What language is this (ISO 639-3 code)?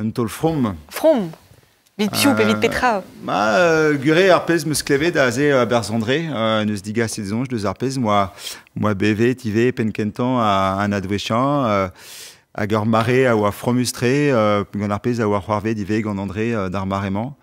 bre